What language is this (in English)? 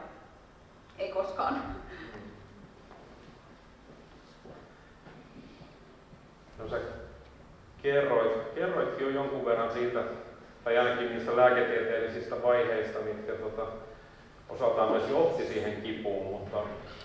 Finnish